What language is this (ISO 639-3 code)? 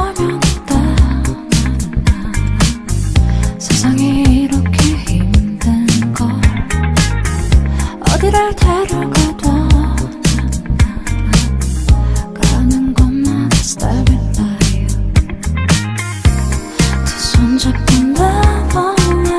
kor